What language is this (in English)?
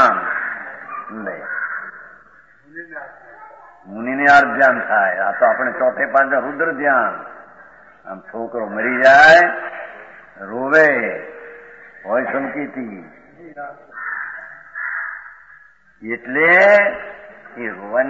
Gujarati